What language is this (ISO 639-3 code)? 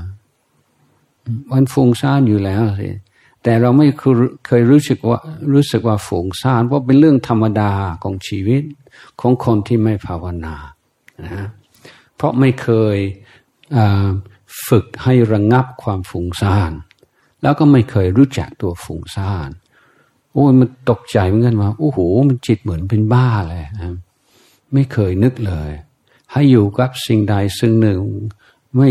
tha